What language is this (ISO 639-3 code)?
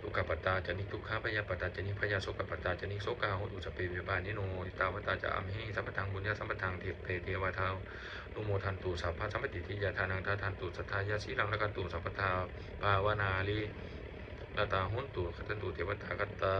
pli